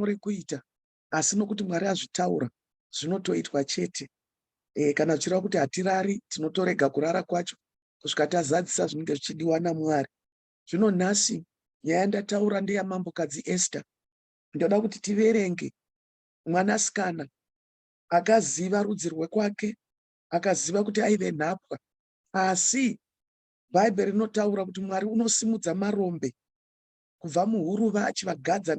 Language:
Shona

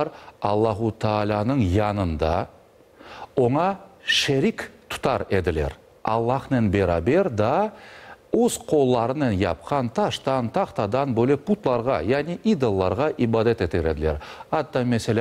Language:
Crimean Tatar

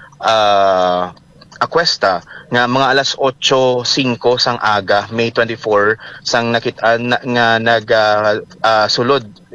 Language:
Hiligaynon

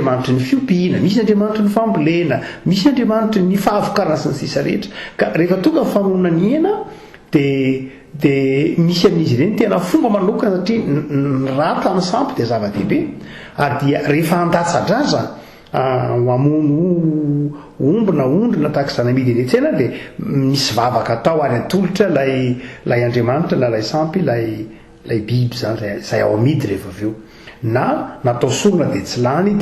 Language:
Malagasy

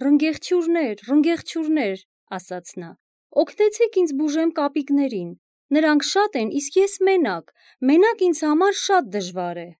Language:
Armenian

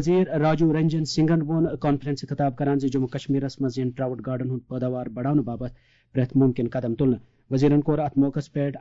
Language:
Kashmiri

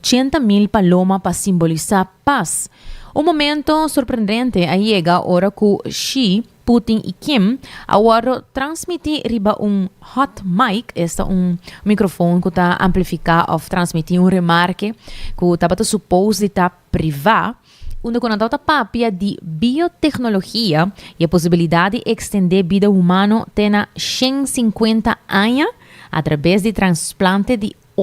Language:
Papiamento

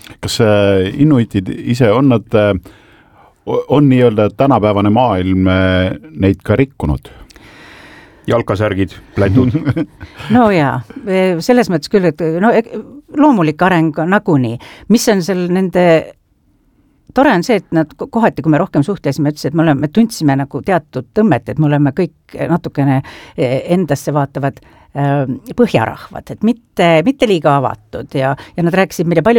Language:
Estonian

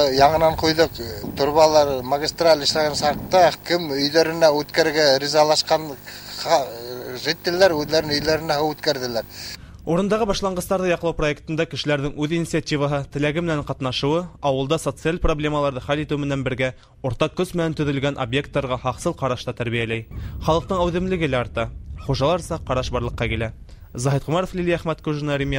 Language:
Bashkir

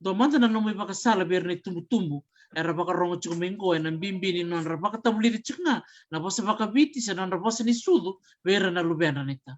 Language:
Fijian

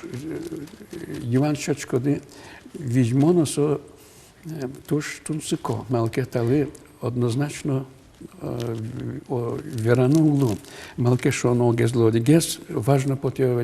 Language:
Udmurt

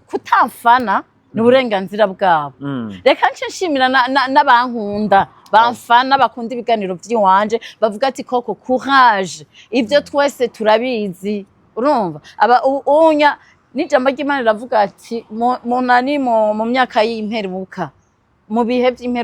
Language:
Rundi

